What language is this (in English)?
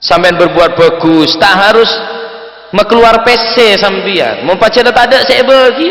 Madurese